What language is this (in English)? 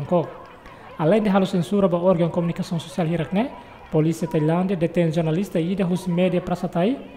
Tetum